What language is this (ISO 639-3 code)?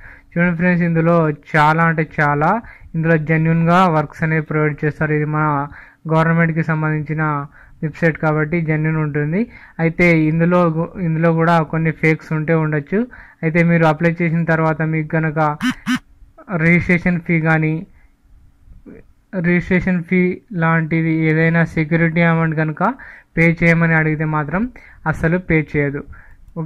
tel